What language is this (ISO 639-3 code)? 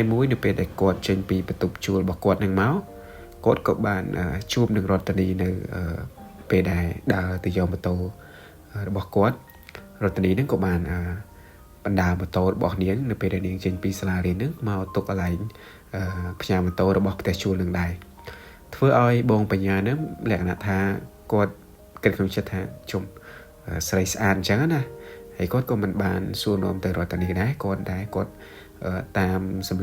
khm